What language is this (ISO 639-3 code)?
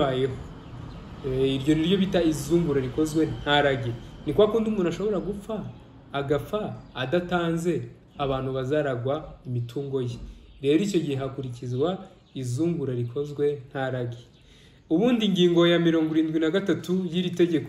kin